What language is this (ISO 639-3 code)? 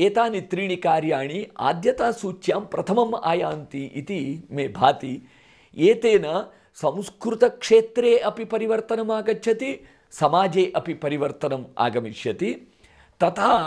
san